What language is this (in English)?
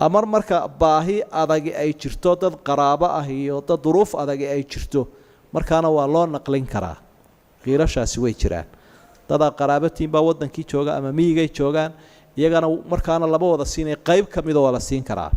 Somali